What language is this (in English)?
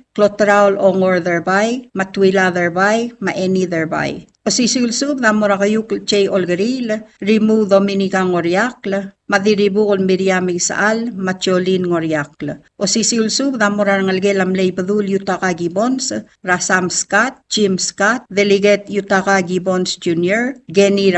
Palauan